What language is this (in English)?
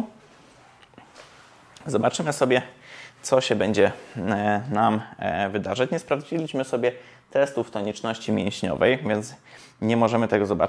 Polish